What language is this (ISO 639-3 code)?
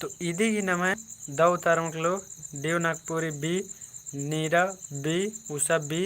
kru